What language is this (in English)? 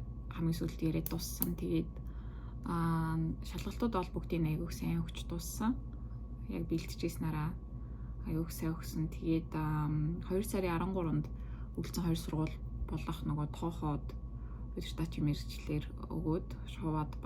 Mongolian